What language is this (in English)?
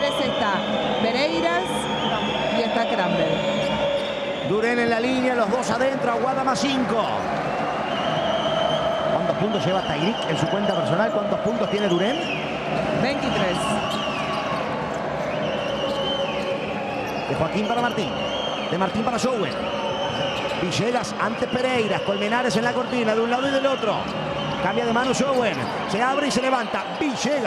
Spanish